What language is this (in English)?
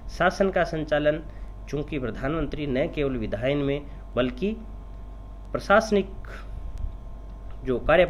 Hindi